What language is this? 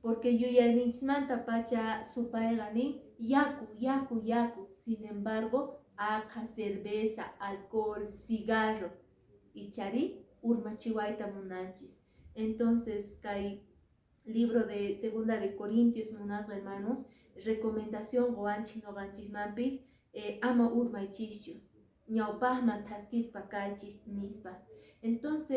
Quechua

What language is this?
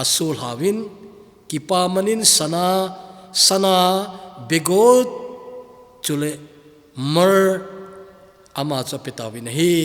Thado Chin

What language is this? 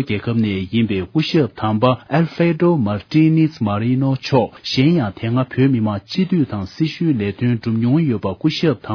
Tibetan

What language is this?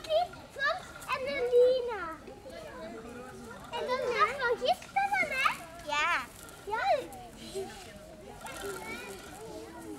Dutch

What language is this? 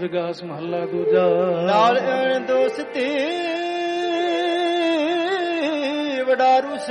Punjabi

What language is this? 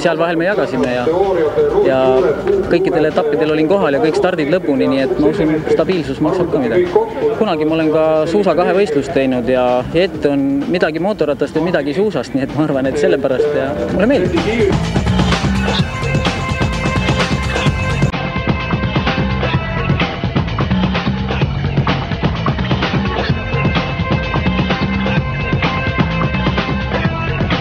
Estonian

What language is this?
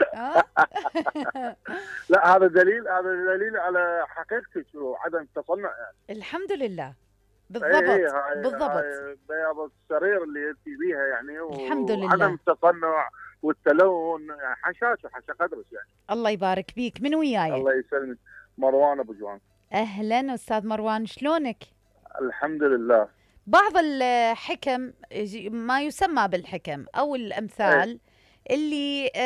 Mesopotamian Arabic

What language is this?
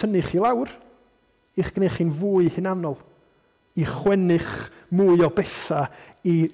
Welsh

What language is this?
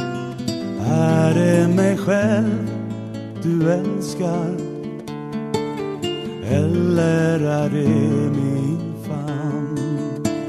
Swedish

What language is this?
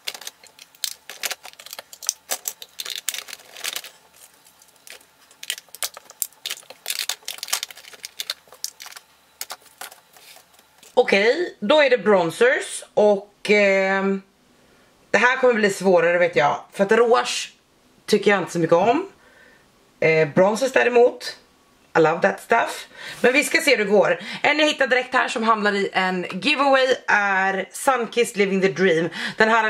Swedish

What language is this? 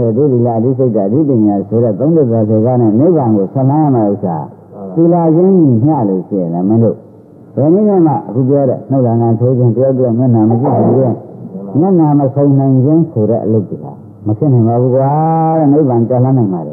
Burmese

